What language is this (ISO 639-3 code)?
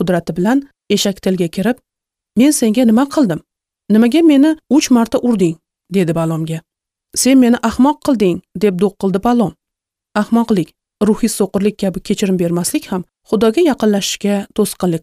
uzb